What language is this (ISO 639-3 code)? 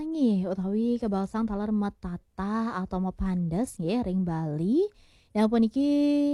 ban